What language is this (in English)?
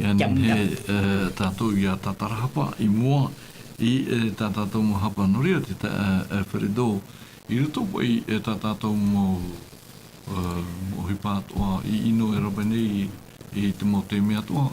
Tahitian